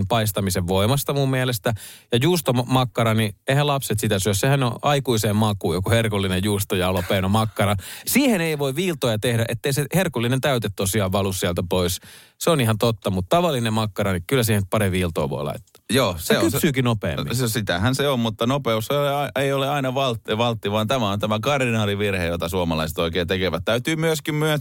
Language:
Finnish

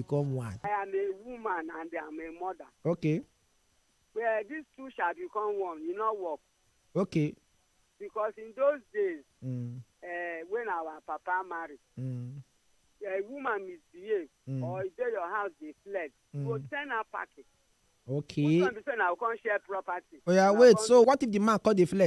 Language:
Nigerian Pidgin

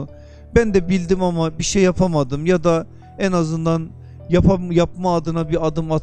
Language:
Turkish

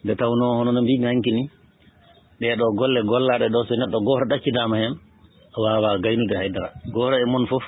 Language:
Fula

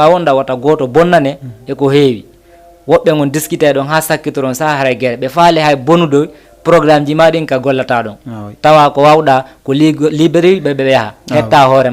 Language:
Fula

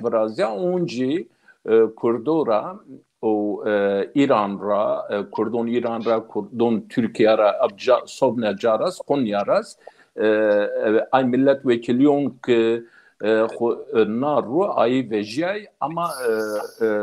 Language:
Zaza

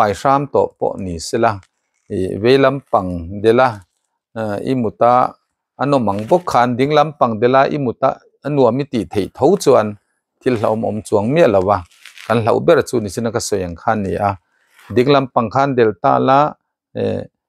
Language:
Mizo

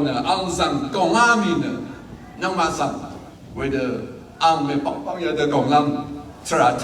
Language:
Rawang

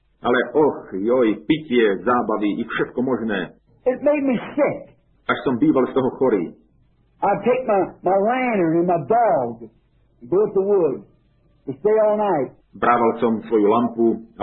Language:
Slovak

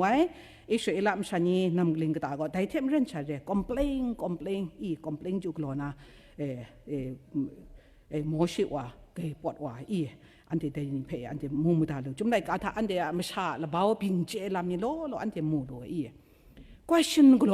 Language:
Kachin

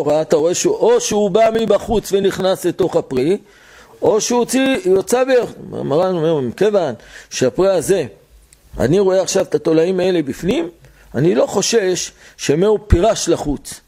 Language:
Hebrew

